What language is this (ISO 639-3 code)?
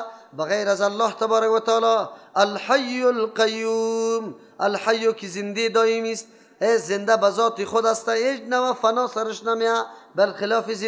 fas